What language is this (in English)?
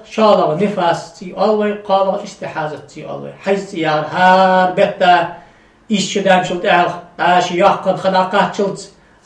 Ingush